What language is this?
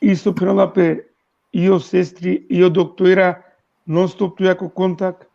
Balkan Romani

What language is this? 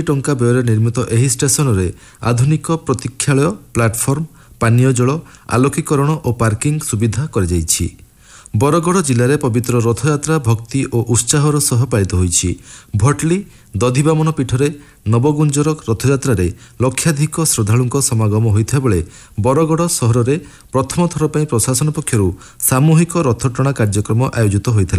Odia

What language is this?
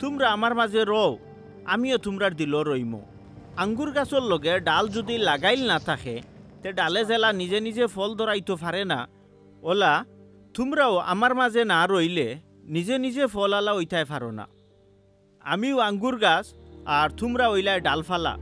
Sylheti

